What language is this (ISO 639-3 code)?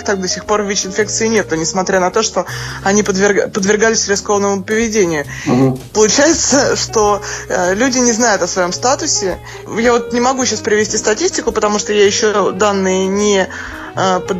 rus